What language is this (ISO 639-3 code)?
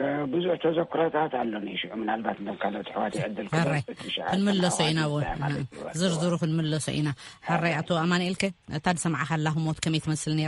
tir